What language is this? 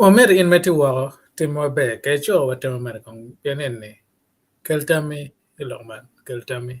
Acoli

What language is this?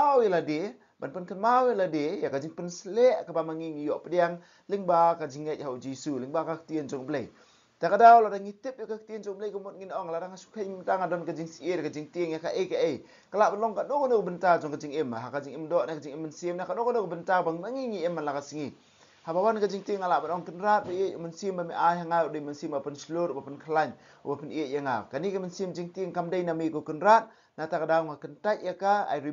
Khasi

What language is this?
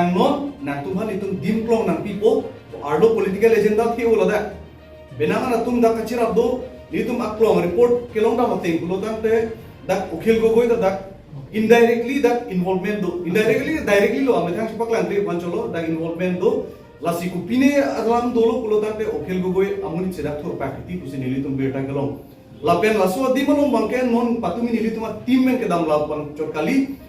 Karbi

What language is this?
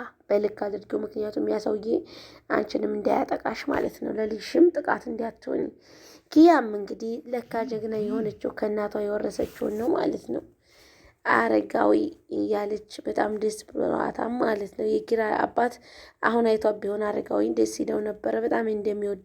Amharic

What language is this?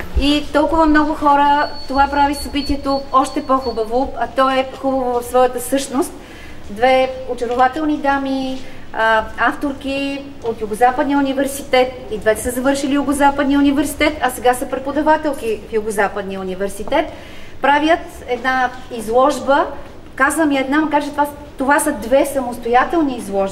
Bulgarian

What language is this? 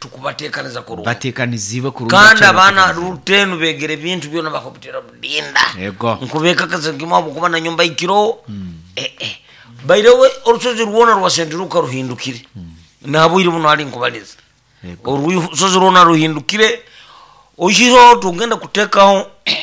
Nyoro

